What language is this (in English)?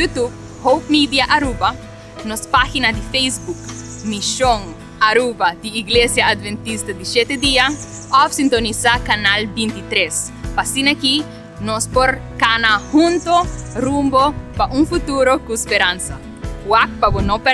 Papiamento